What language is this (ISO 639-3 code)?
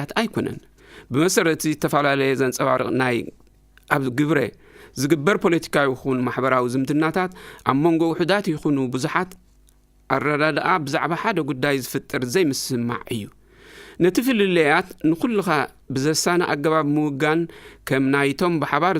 tir